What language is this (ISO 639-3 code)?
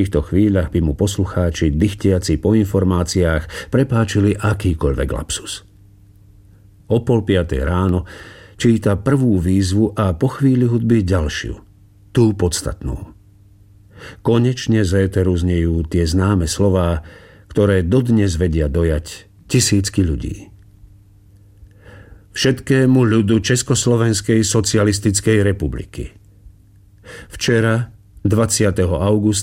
slk